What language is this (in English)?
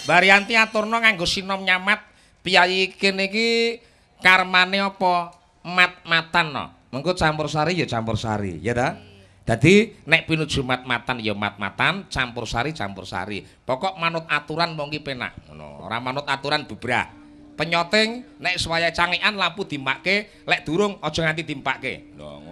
Javanese